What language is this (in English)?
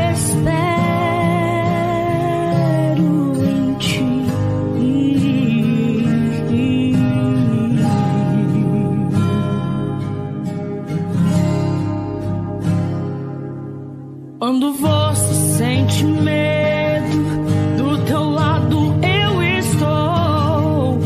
Portuguese